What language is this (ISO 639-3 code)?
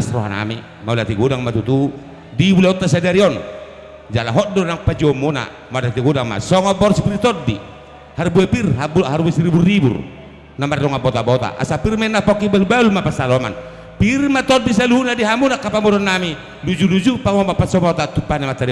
bbc